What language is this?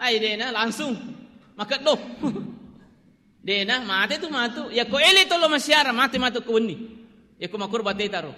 Buginese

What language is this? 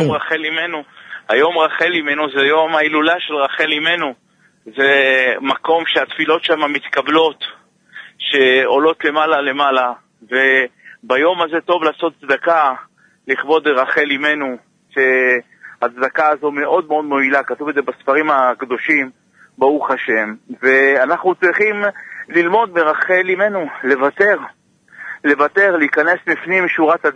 Hebrew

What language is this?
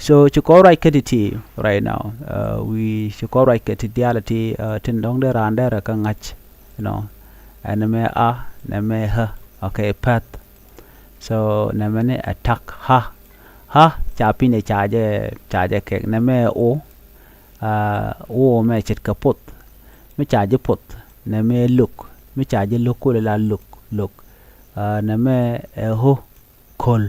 Nuer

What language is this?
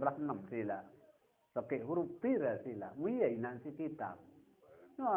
Sasak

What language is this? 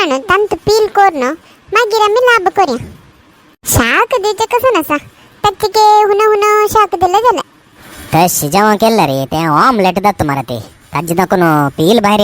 Konkani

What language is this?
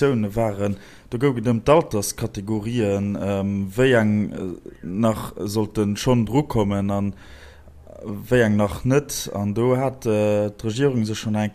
Luxembourgish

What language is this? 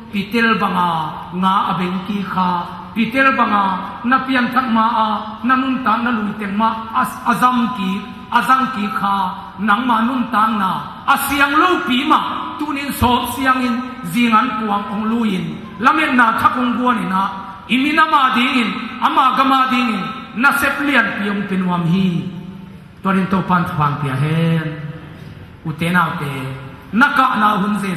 Tedim Chin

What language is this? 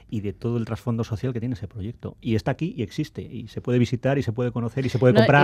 Spanish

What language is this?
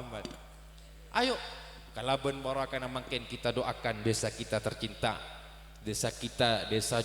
Madurese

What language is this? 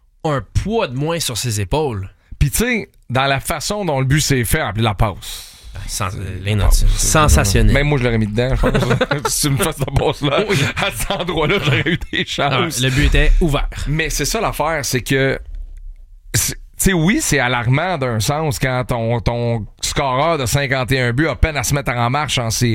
French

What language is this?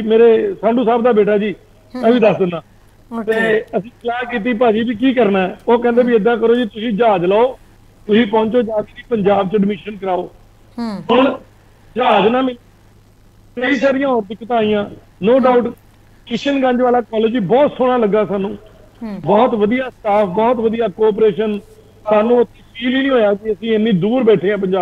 Punjabi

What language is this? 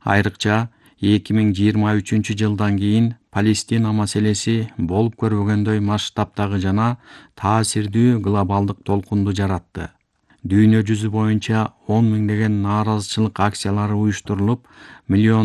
Kyrgyz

